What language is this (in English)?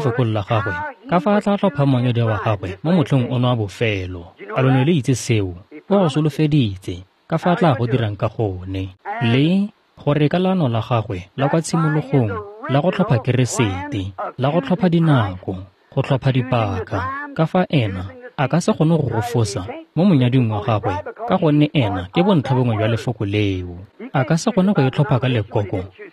Tswana